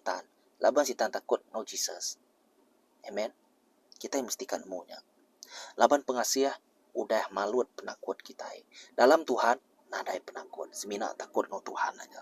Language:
Iban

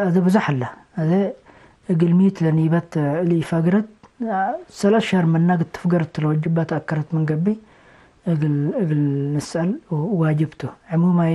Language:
Tigre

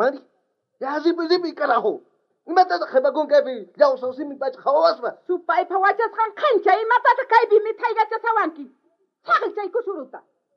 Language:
South Bolivian Quechua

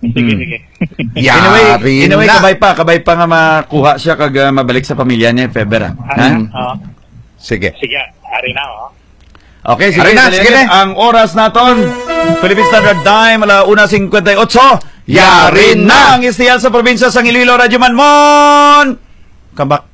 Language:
Hiligaynon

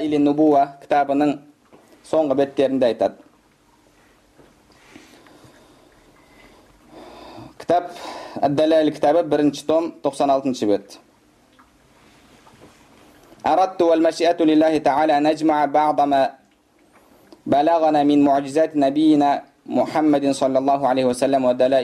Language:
Kazakh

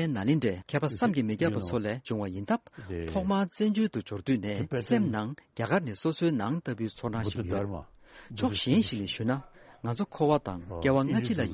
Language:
Tibetan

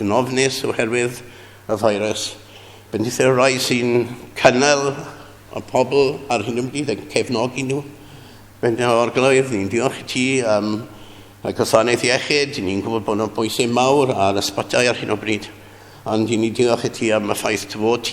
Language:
Welsh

